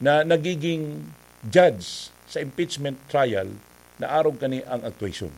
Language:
Bikol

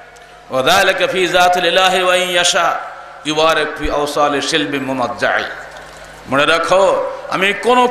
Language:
Bangla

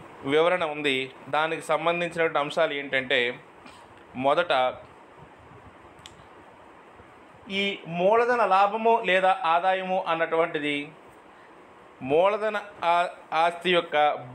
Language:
Telugu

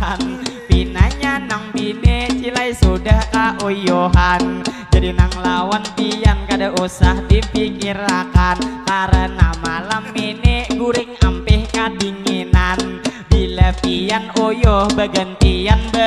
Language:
Banjar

